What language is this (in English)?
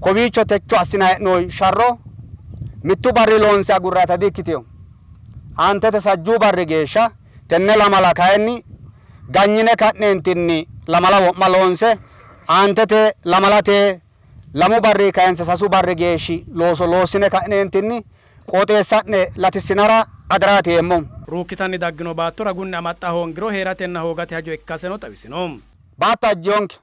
Sidamo